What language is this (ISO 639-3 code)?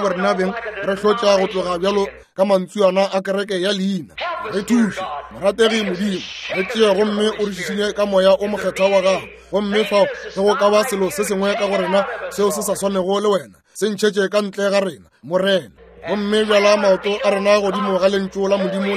nso